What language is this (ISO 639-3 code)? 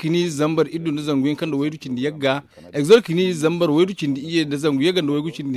dje